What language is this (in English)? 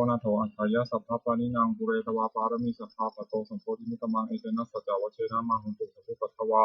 Pali